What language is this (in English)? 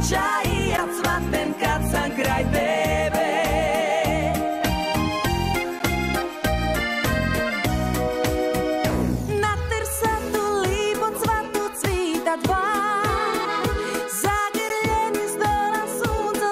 Croatian